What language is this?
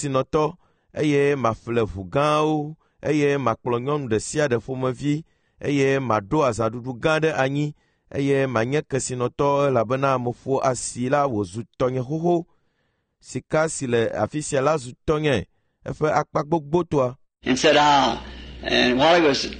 Ewe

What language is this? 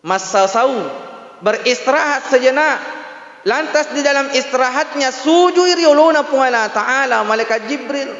Buginese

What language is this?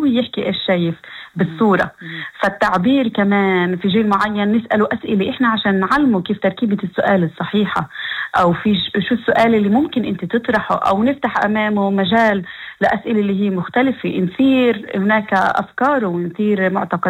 North Levantine Arabic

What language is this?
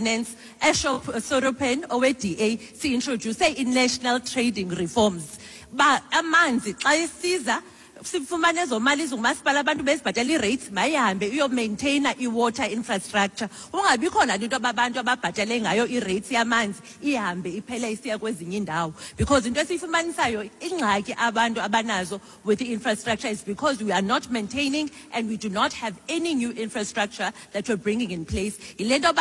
Xhosa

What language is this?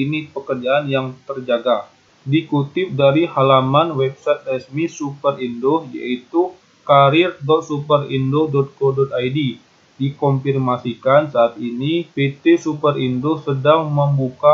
Indonesian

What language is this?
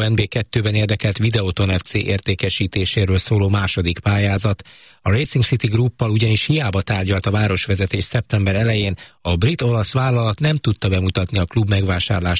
Hungarian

